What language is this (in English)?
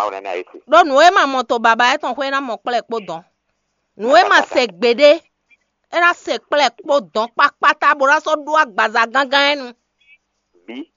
Fon